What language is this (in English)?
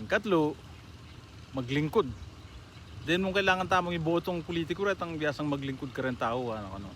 Pampanga